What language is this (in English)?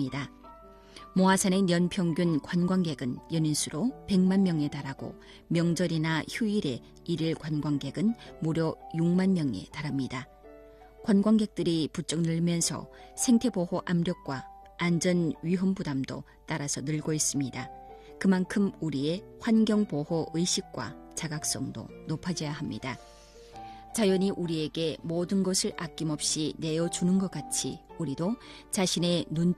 Korean